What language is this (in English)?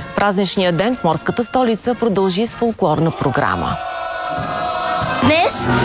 Bulgarian